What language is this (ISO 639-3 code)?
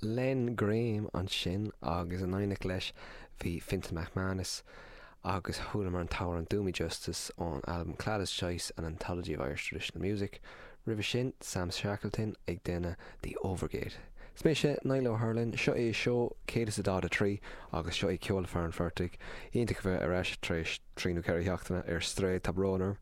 gle